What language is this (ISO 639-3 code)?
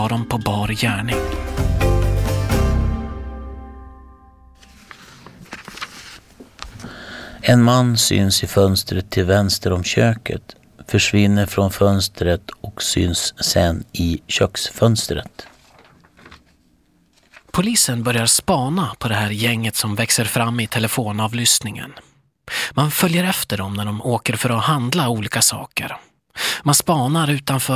swe